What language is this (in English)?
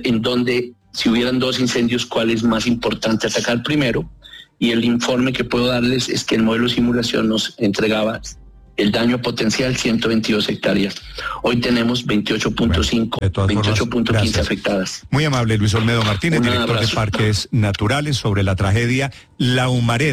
Spanish